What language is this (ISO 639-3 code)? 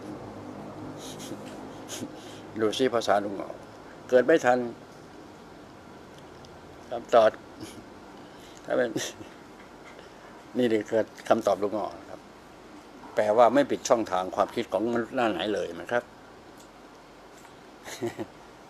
tha